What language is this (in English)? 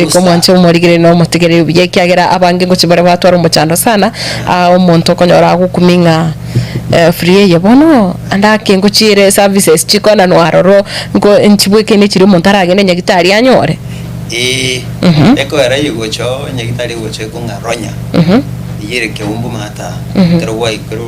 Gusii